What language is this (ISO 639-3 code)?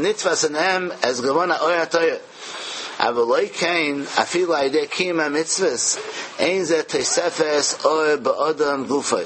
yid